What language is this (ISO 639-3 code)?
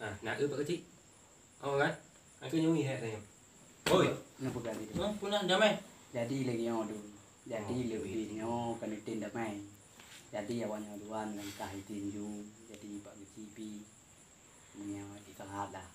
ace